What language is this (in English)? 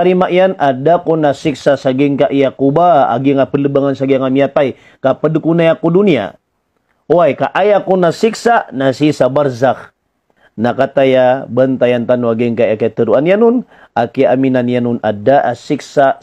Maranao